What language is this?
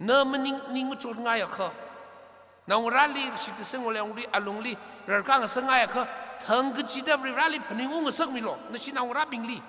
Tangkhul Naga (India)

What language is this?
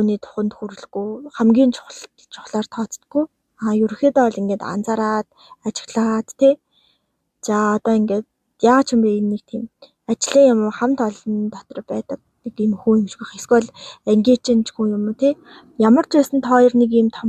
Mongolian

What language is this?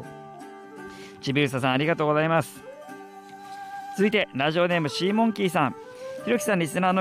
Japanese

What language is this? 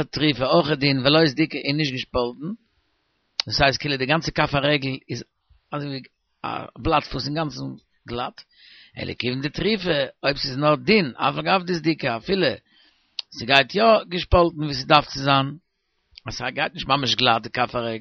Yiddish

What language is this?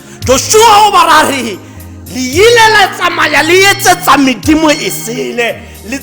Tswana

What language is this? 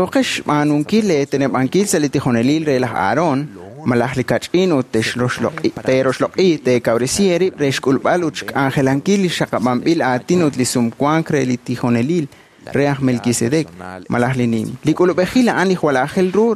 Kekchí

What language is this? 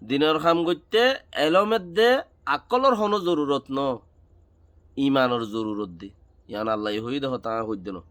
Rohingya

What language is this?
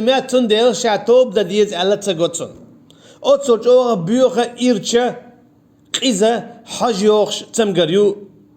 Chechen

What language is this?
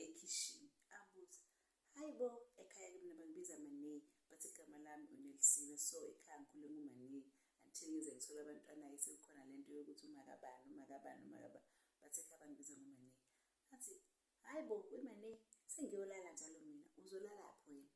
Zulu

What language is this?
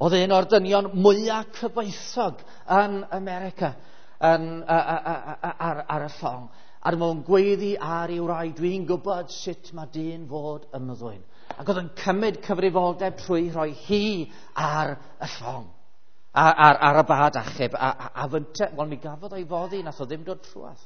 Welsh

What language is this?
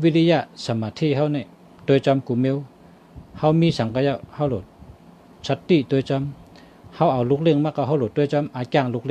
Shan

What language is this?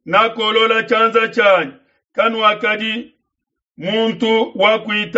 Luba-Lulua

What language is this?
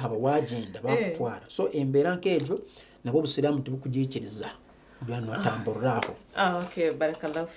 Nyankole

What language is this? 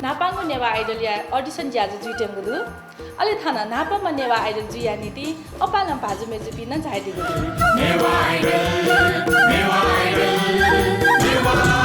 Newari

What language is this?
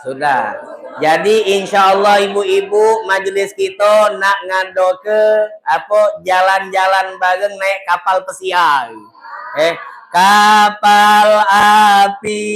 Musi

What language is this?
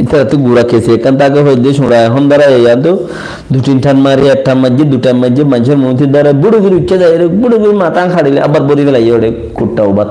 Rohingya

